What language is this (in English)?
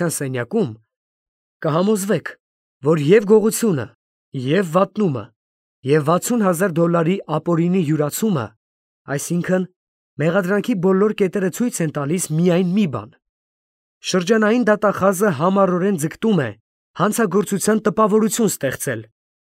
Armenian